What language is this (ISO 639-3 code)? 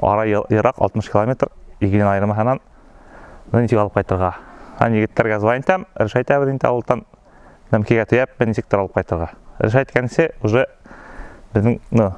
bak